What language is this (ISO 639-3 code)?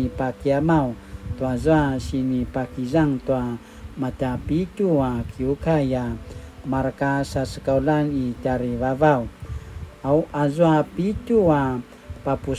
pwn